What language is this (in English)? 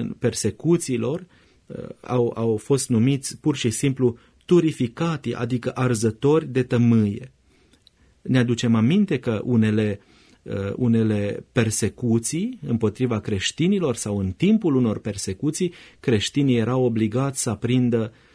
Romanian